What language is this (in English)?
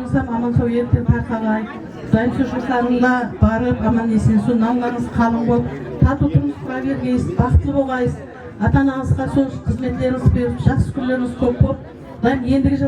Kara-Kalpak